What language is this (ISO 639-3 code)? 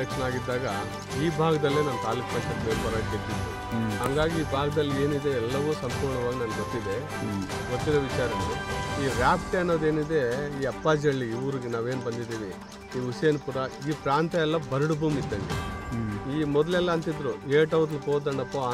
kan